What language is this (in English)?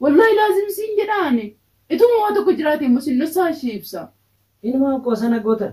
Oromo